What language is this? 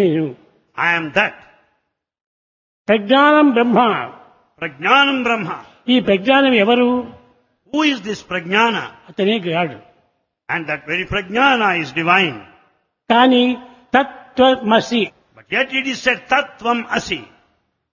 Telugu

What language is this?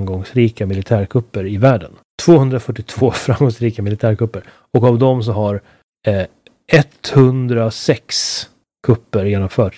Swedish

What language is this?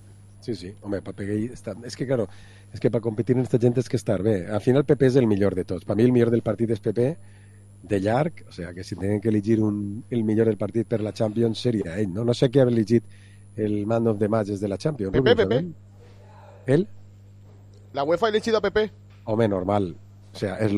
Catalan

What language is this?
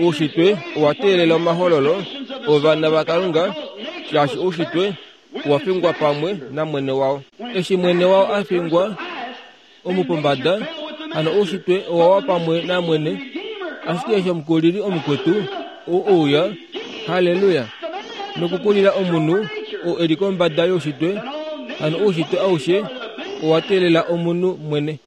Kuanyama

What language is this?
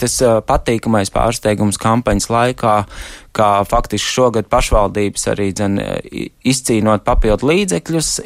Latvian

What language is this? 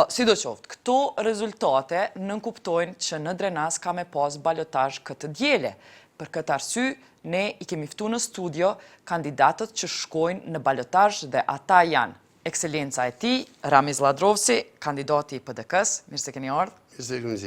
Albanian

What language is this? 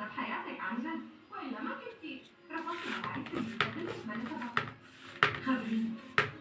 Egyptian Arabic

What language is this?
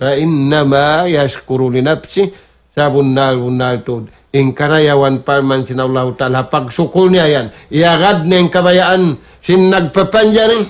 Tausug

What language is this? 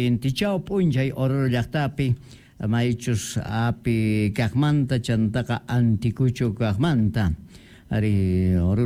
South Bolivian Quechua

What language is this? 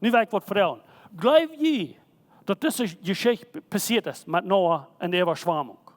Plautdietsch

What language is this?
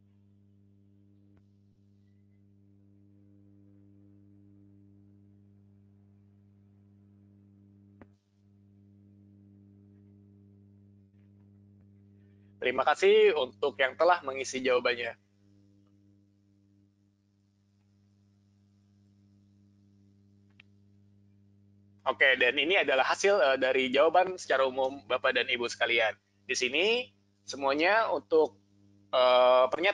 Indonesian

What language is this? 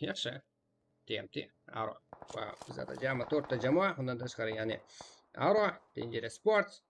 Kara-Kalpak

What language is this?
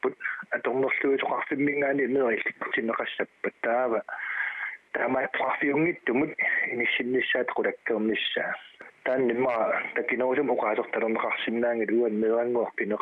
Kalaallisut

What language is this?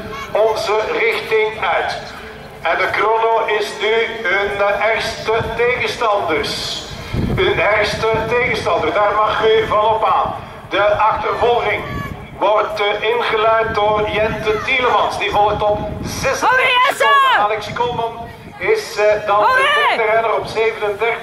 Dutch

